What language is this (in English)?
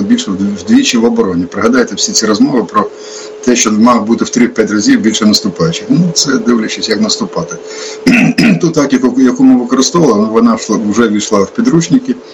Ukrainian